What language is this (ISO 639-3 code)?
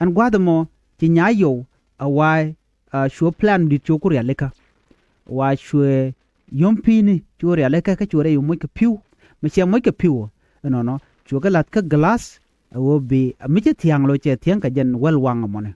nus